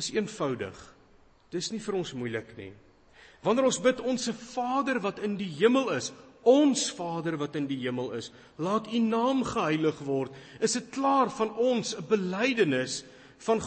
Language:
Afrikaans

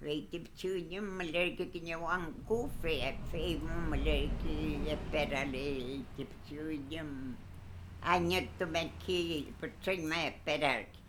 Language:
Mapuche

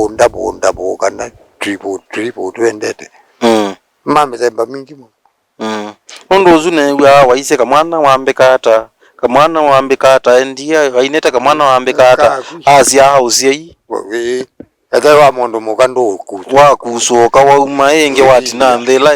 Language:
Kamba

